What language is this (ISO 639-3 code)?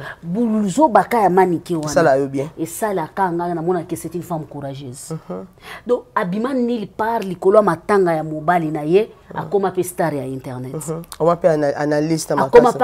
lin